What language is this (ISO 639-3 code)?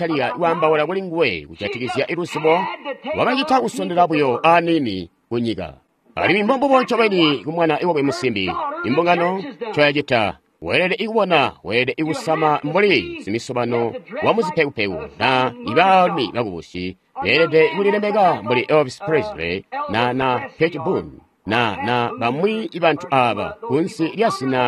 toi